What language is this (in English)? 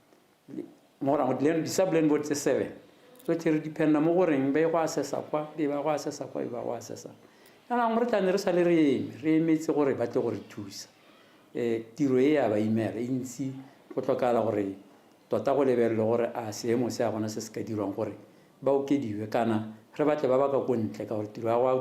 Tswana